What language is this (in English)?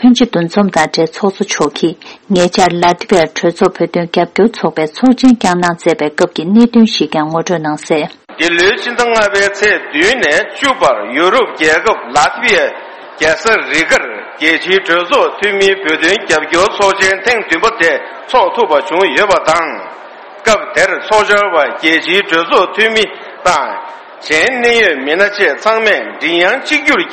Tibetan